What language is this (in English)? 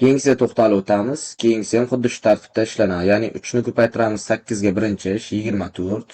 Uzbek